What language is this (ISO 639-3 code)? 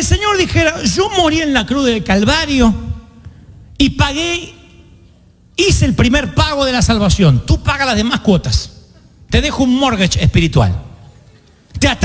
spa